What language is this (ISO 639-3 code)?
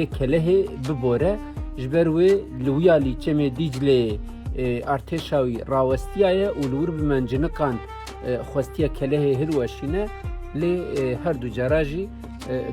kur